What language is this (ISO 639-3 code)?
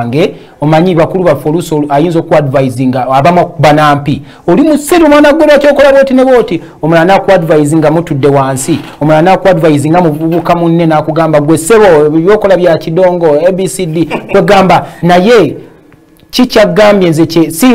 lug